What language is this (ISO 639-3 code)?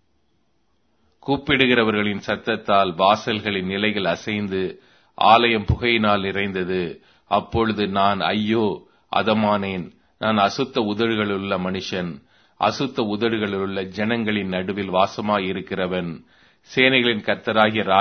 tam